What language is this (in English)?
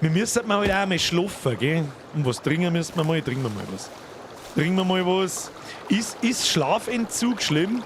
Bavarian